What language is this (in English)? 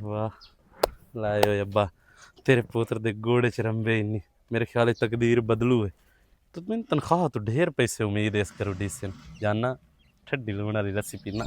Western Panjabi